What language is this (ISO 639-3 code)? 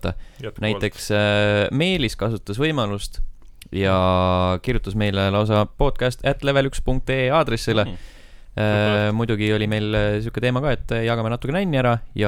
est